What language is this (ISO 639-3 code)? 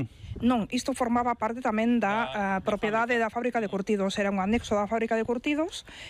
glg